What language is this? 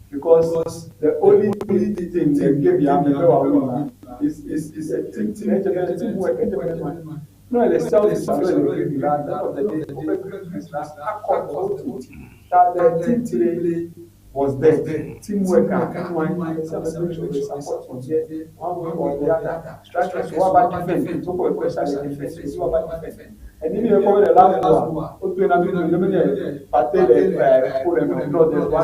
Ewe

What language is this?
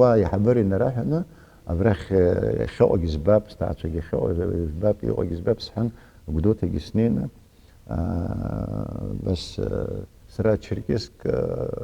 Abkhazian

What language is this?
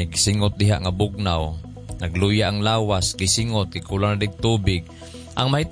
Cebuano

